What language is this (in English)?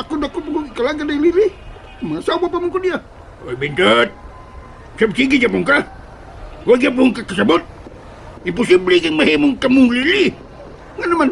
Cebuano